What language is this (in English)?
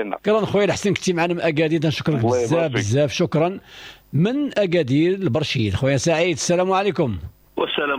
Moroccan Arabic